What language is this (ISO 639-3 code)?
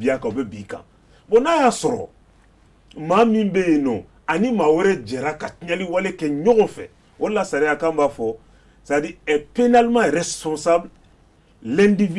bam